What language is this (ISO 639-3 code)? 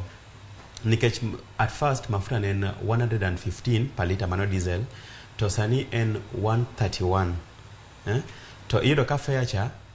luo